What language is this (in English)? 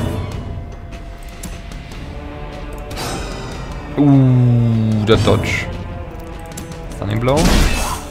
German